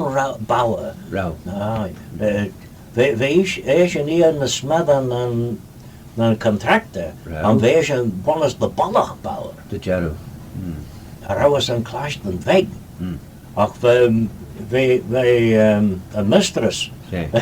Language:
Manx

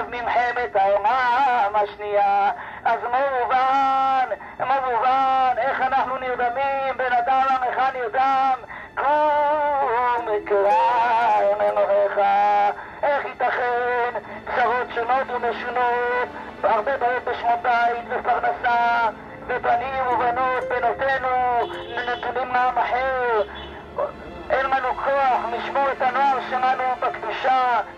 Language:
Hebrew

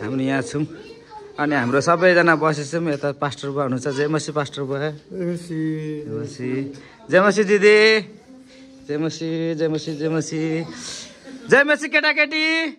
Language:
Nepali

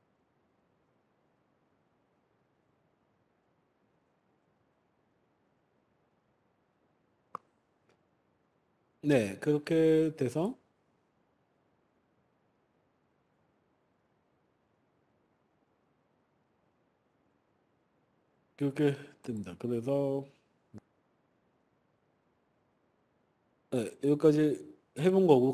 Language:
Korean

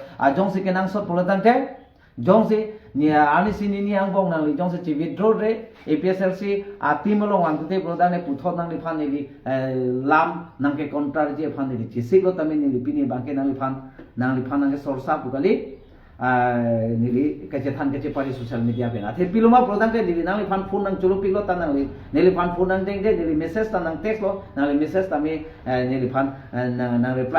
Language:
Karbi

